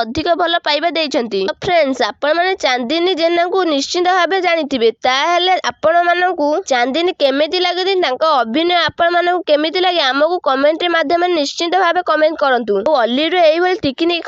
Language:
Odia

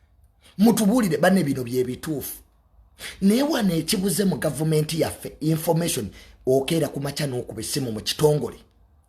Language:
Ganda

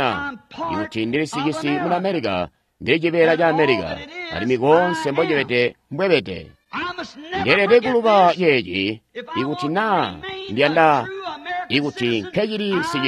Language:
Tonga (Zambia)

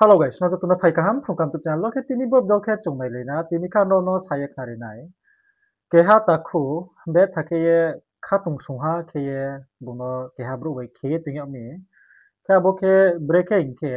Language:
Riang (India)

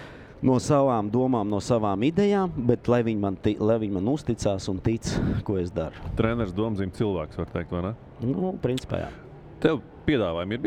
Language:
Latvian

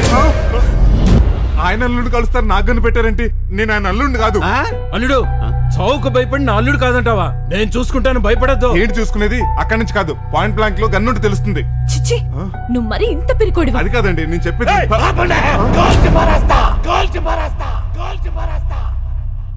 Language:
Telugu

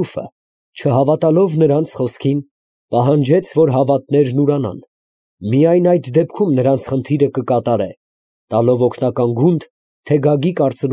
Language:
Armenian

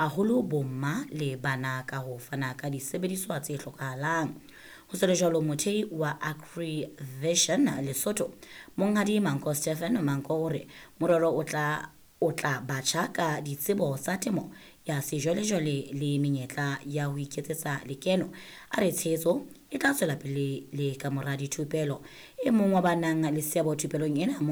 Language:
Southern Sotho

